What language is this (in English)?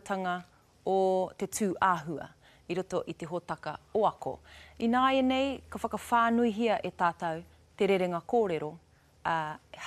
Māori